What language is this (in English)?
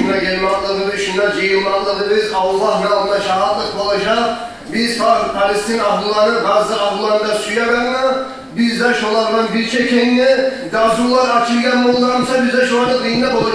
Kumyk